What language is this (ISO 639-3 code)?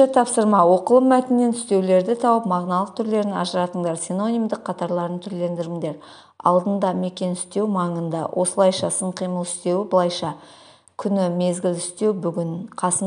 kaz